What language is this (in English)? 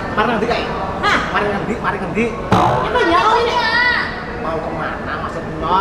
Banjar